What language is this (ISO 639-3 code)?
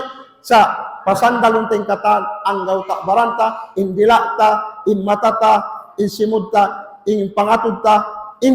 tsg